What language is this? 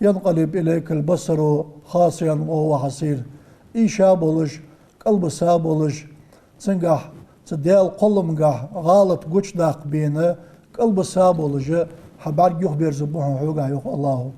Ingush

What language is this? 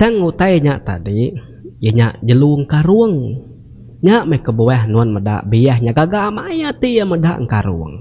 Iban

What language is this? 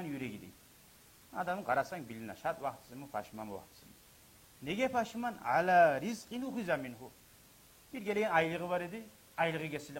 Kumyk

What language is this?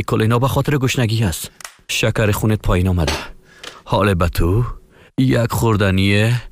Persian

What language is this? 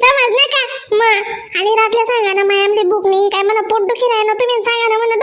Khandesi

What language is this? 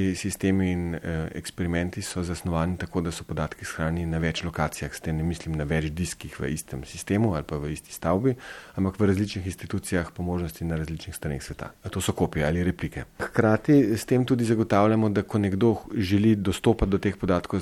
Slovenian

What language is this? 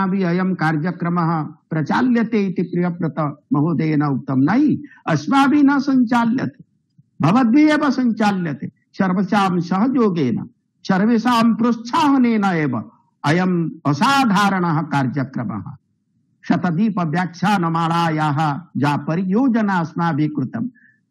Sanskrit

